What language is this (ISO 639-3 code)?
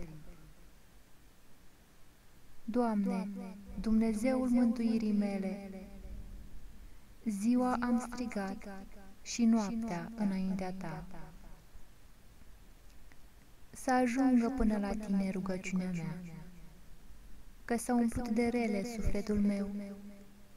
ron